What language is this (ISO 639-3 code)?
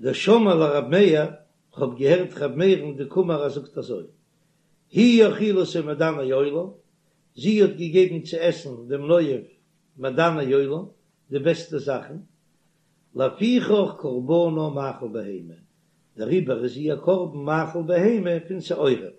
yid